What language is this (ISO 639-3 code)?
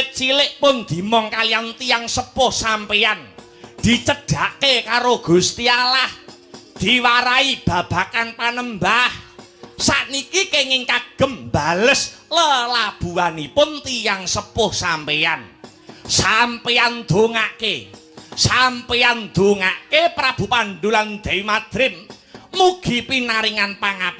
jav